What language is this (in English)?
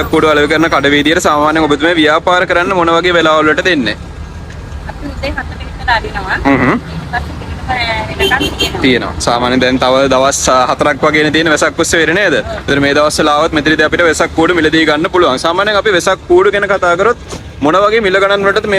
Sinhala